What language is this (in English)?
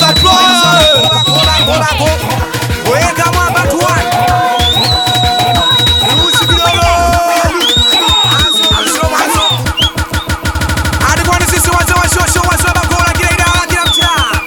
Swahili